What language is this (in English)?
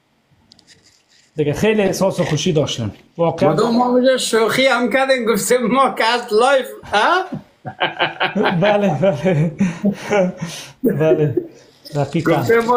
Persian